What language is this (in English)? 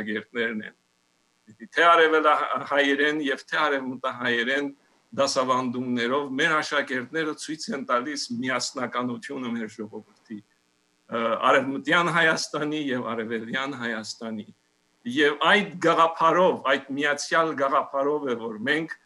Western Armenian